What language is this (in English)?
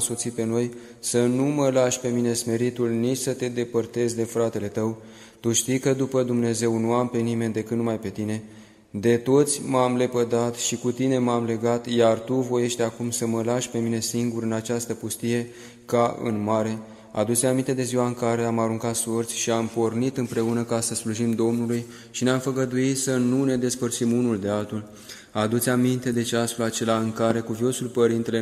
Romanian